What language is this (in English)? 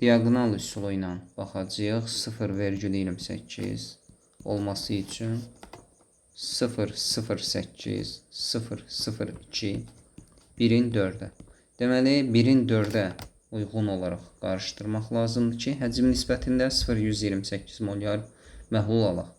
Azerbaijani